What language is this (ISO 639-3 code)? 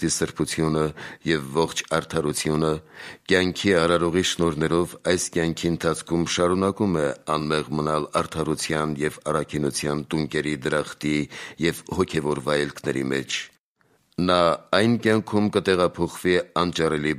hye